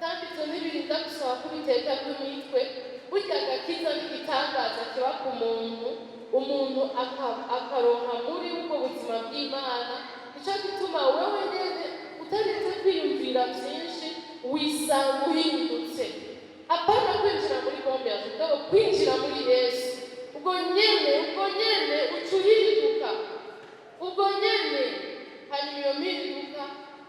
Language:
Rundi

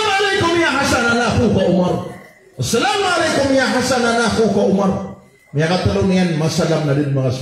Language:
Maranao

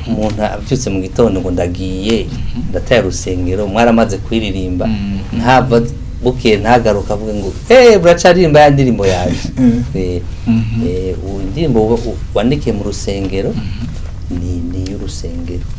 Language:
Rundi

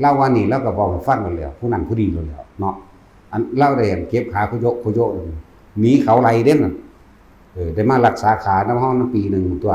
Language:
Northeastern Thai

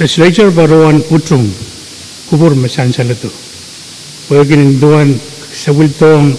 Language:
Pohnpeian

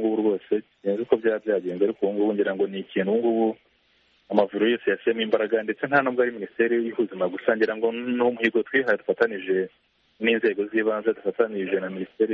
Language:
Kinyarwanda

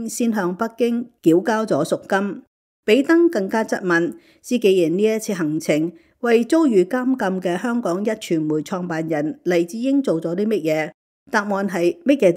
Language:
Cantonese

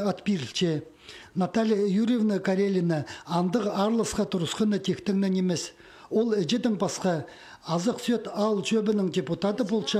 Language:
Khakas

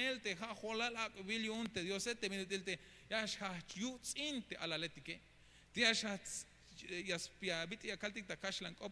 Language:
Tzeltal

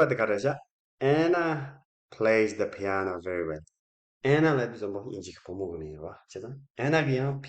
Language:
Tibetan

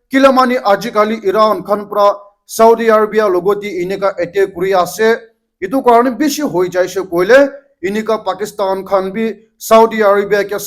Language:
Naga Pidgin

